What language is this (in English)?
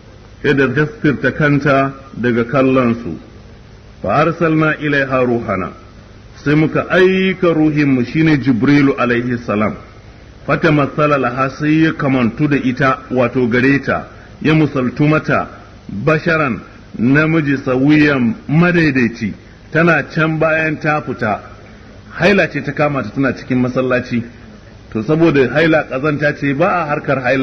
Hausa